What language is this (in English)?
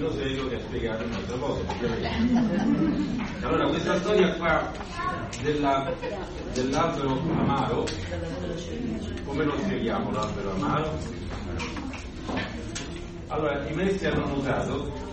Italian